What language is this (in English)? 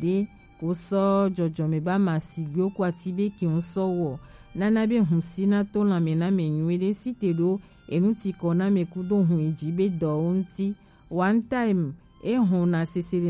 Gen